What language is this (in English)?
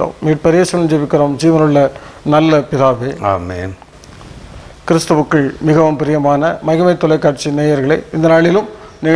Tamil